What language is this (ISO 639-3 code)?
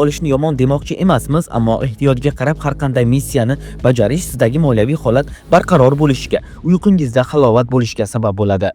uzb